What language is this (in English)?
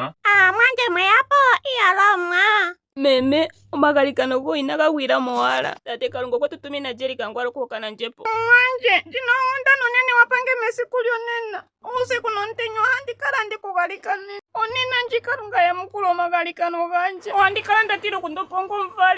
Ndonga